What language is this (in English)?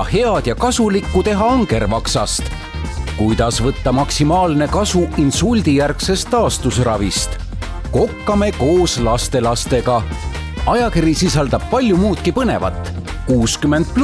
Estonian